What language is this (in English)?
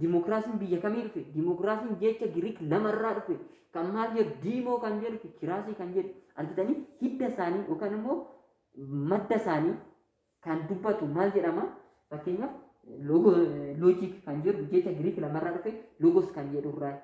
Oromo